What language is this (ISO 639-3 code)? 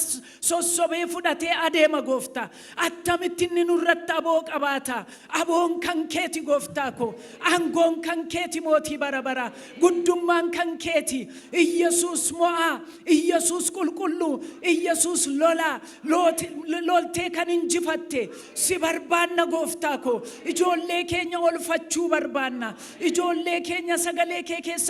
orm